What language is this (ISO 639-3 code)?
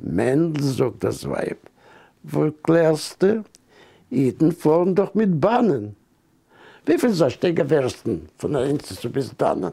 yid